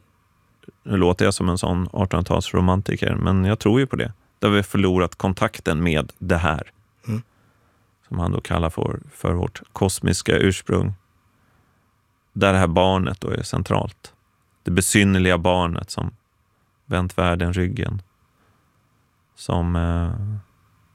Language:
Swedish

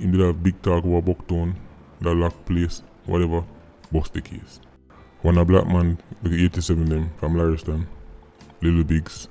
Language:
Jamaican Creole English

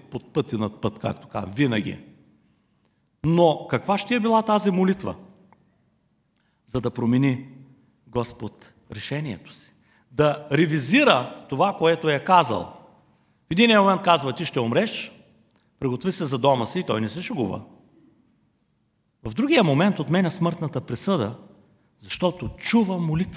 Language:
Bulgarian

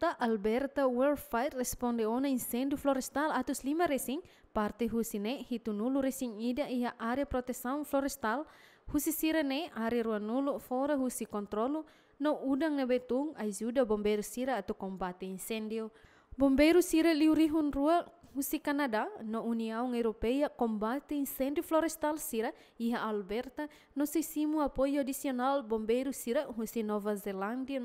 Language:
Tetum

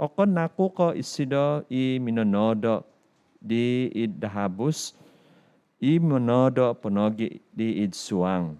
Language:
Central Dusun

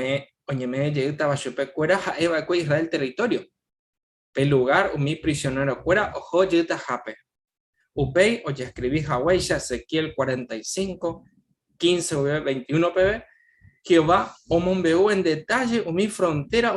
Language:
Guarani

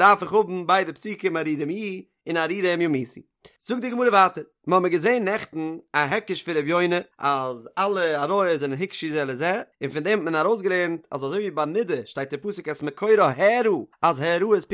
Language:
Yiddish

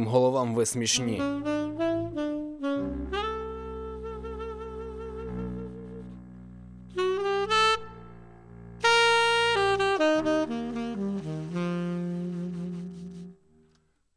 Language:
Ukrainian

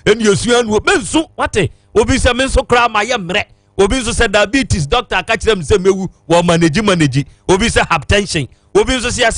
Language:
Akan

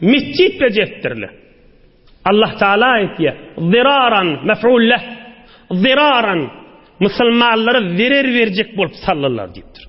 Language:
Turkmen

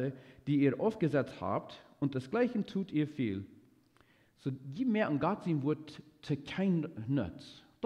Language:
Plautdietsch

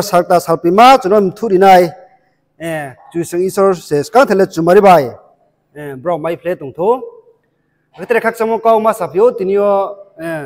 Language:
Riang (India)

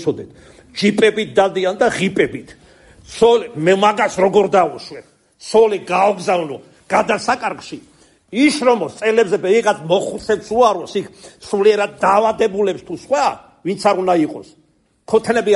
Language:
Georgian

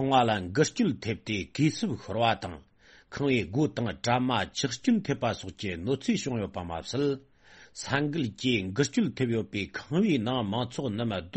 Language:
Tibetan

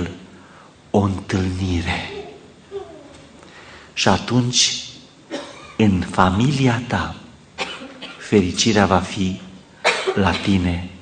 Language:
Romanian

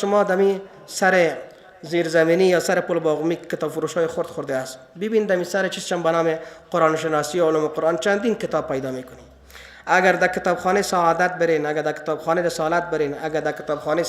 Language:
Persian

